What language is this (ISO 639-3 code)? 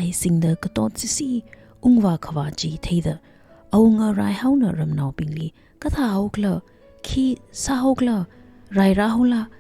nmf